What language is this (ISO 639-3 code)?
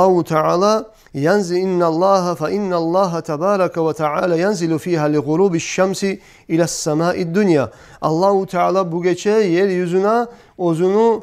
kum